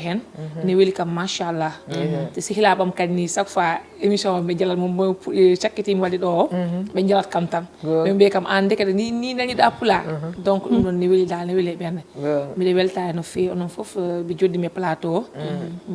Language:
Fula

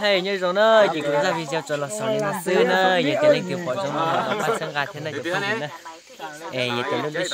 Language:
Hmong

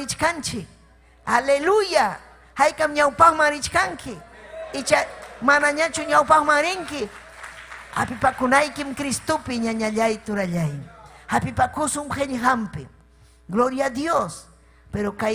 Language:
Ayacucho Quechua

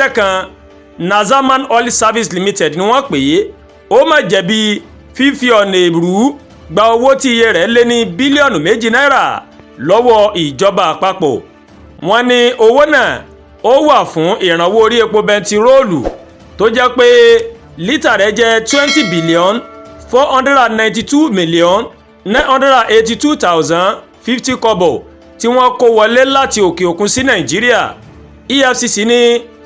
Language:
Yoruba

